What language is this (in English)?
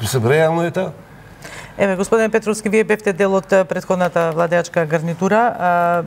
Macedonian